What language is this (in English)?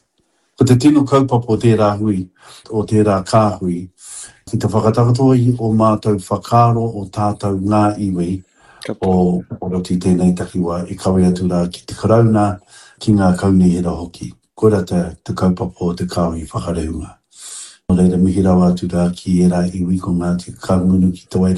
Māori